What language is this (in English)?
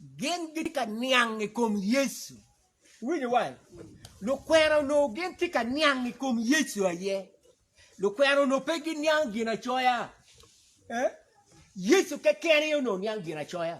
Acoli